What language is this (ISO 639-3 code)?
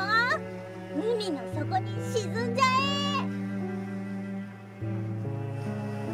jpn